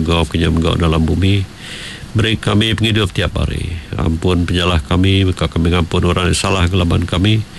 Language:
Iban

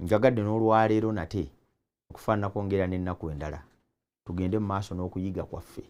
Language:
Ganda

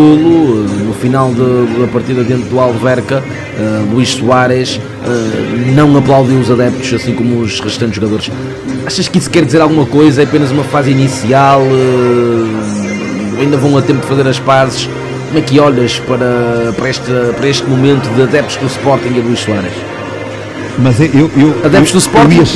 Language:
Portuguese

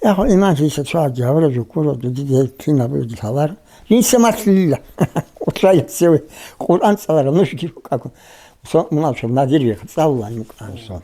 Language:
Avaric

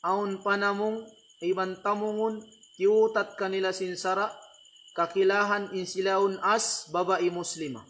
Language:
Tausug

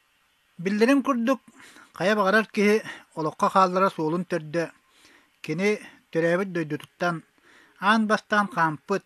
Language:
Yakut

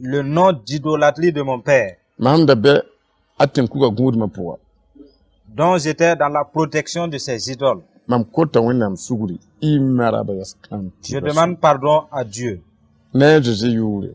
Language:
Mossi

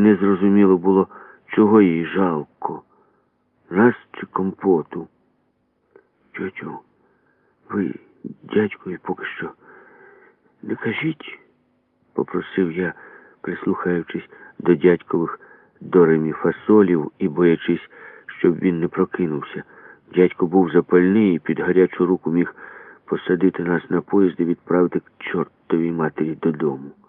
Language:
Ukrainian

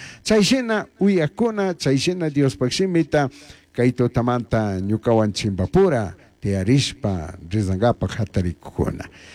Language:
Chimborazo Highland Quichua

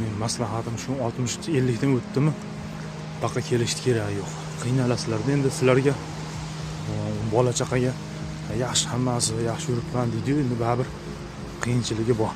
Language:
Uzbek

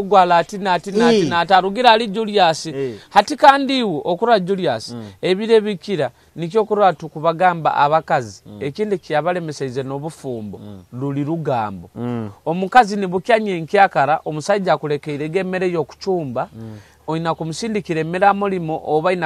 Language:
Nyoro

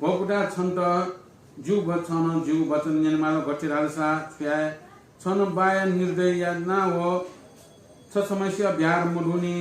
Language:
Newari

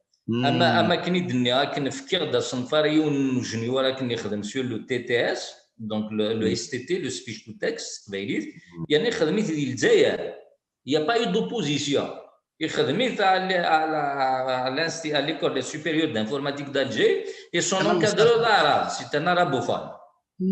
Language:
Kabyle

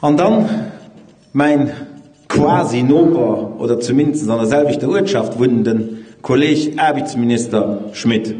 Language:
Luxembourgish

